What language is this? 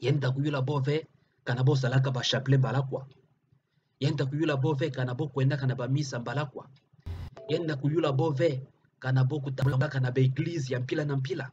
Kituba (Democratic Republic of Congo)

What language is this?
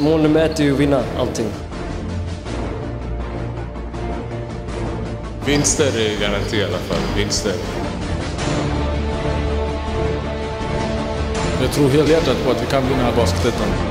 Swedish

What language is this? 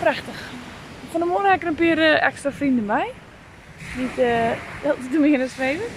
Western Frisian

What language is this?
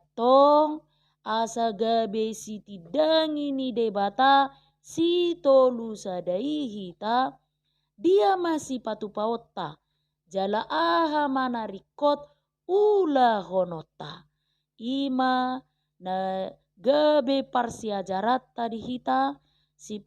Batak Toba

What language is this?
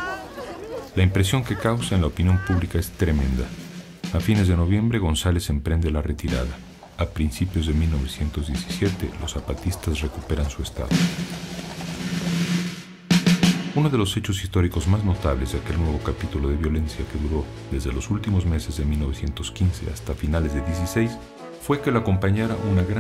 Spanish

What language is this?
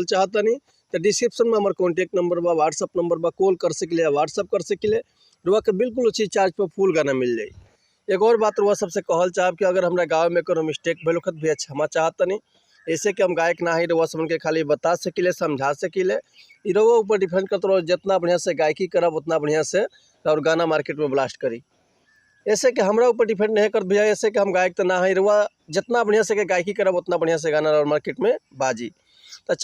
Bhojpuri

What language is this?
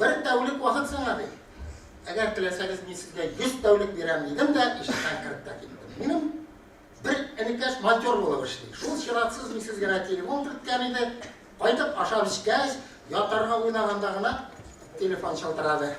Tatar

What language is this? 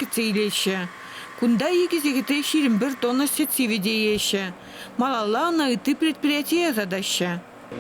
Chuvash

